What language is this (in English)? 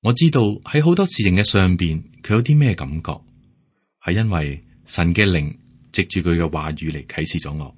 Cantonese